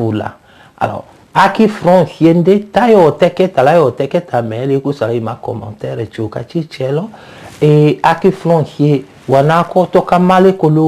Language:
Tetela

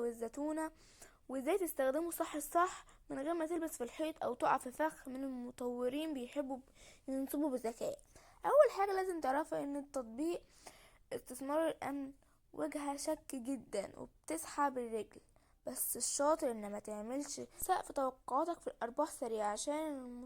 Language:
Egyptian Arabic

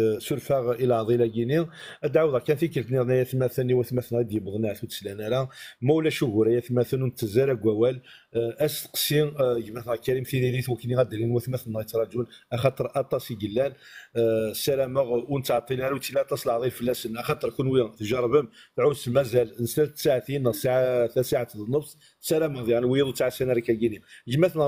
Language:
Kabyle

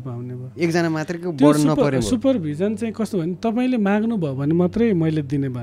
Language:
Nepali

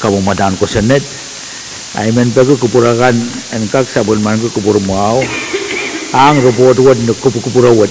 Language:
Pohnpeian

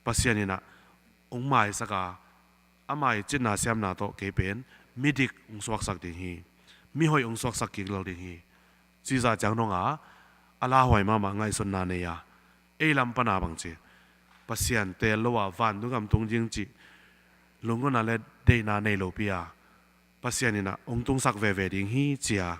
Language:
Tedim Chin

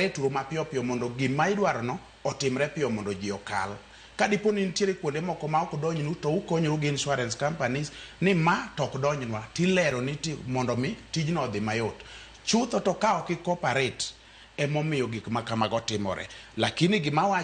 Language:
Luo (Kenya and Tanzania)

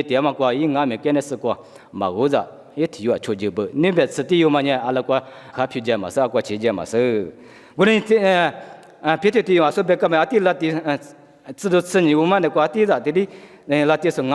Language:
Lisu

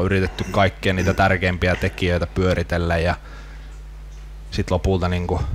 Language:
Finnish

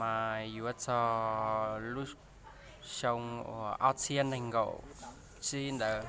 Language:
Hmong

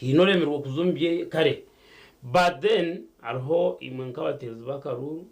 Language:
Nyankole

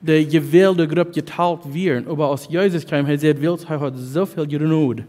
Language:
Plautdietsch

